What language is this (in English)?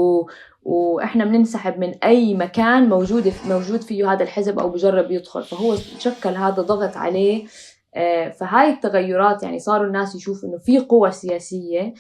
North Levantine Arabic